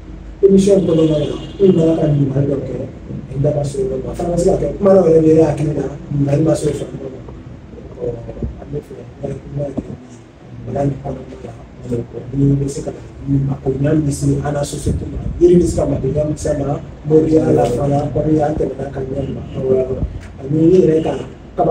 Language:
Bambara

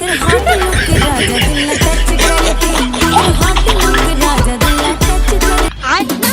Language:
Chhattisgarhi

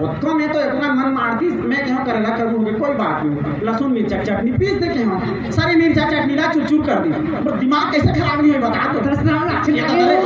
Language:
Chhattisgarhi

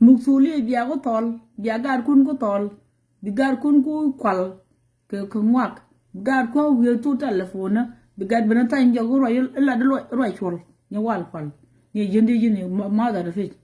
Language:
Nuer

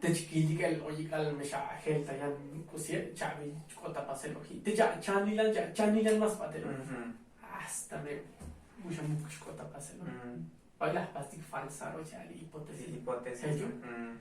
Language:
Tzotzil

